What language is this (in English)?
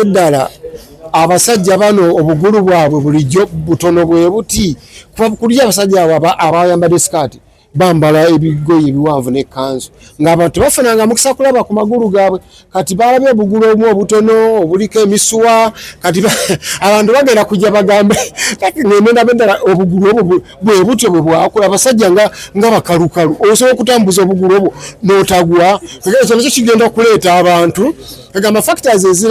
Ganda